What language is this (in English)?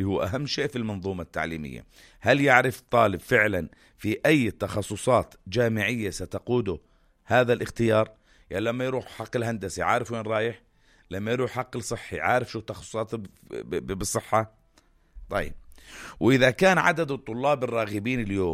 North Levantine Arabic